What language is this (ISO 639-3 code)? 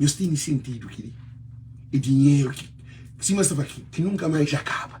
kea